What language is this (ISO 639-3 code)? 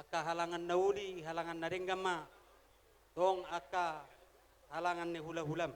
bbc